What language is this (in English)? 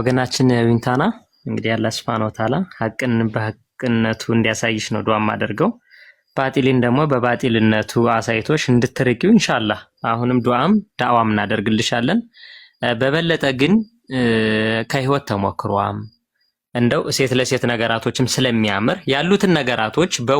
Amharic